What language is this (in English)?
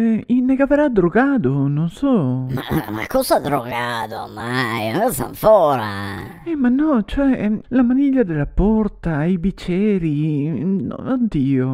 Venetian